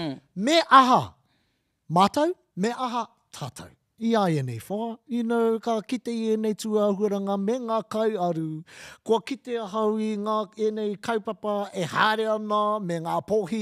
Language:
Māori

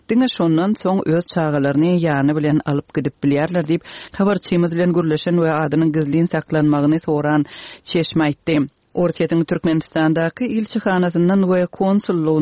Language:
Turkmen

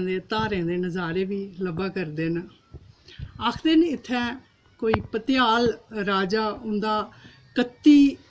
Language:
Dogri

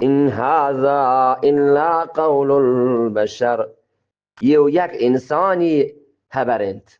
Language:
Eastern Balochi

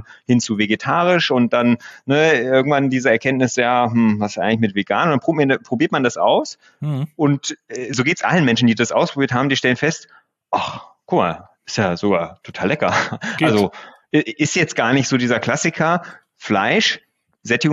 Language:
German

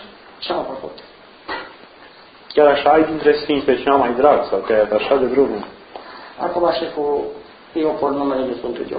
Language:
Romanian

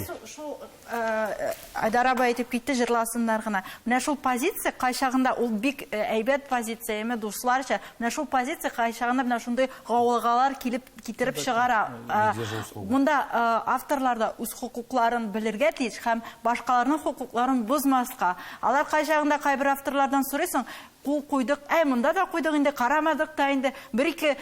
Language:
Tatar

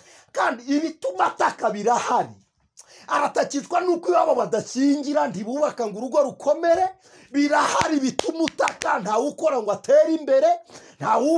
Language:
Kinyarwanda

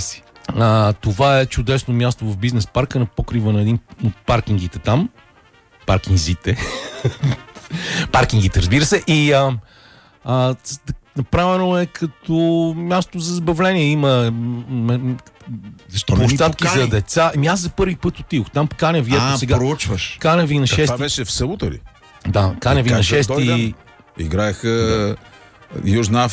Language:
Bulgarian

